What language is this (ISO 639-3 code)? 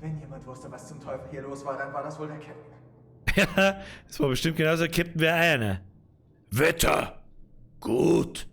bar